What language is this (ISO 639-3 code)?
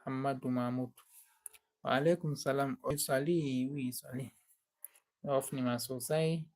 ful